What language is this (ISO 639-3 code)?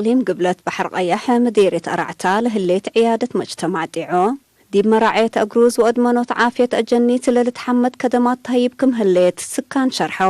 tig